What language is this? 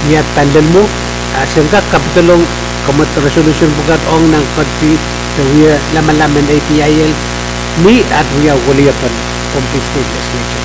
Pohnpeian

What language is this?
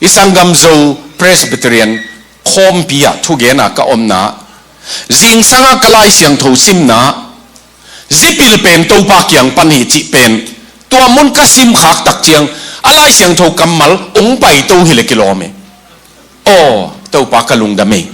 Tedim Chin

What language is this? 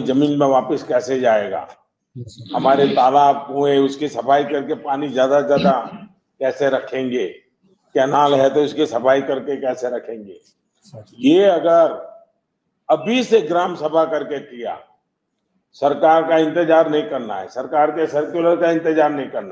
Hindi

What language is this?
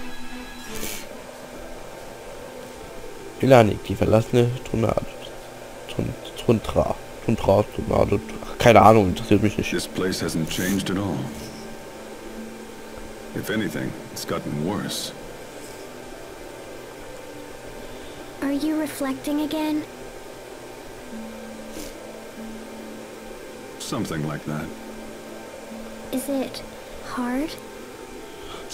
German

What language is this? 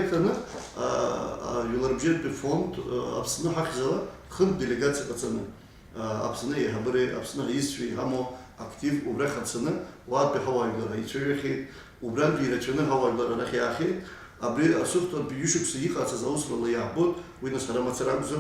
Abkhazian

